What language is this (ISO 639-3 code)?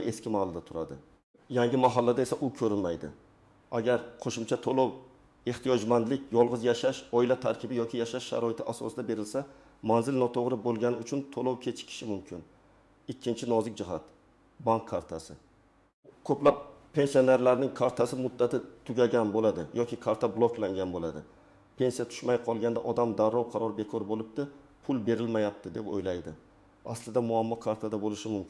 uzb